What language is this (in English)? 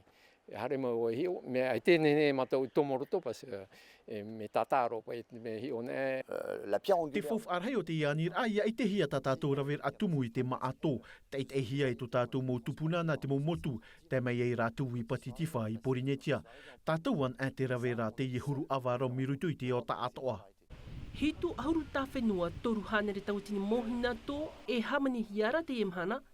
Tahitian